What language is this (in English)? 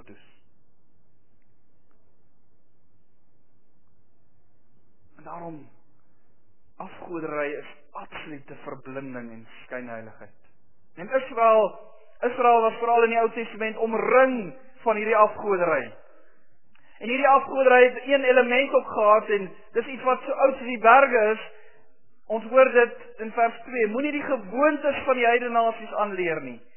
Afrikaans